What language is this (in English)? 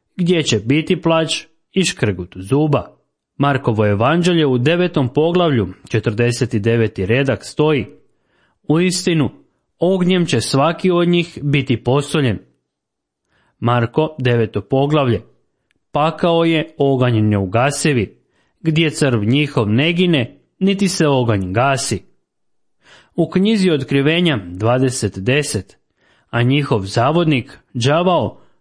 Croatian